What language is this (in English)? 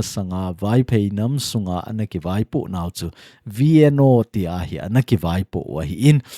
Thado Chin